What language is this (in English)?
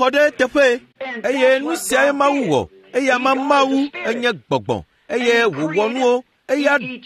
Ewe